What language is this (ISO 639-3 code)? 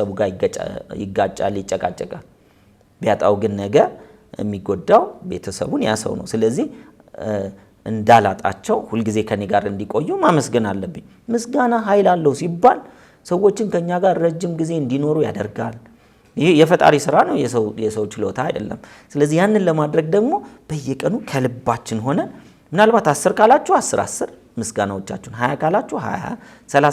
amh